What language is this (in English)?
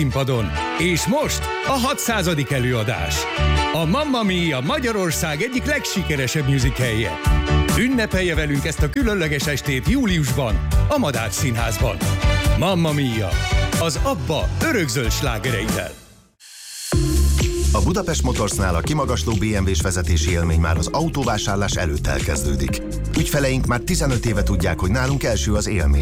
Hungarian